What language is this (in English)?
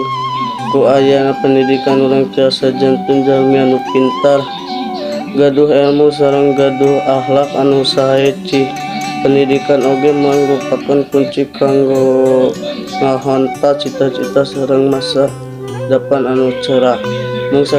Sundanese